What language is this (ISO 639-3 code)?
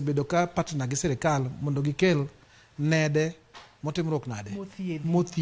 luo